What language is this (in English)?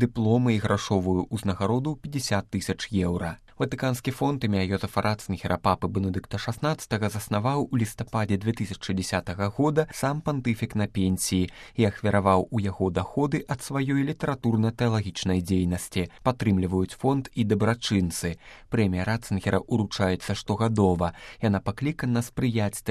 Belarusian